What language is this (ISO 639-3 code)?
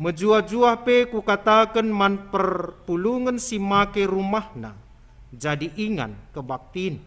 btx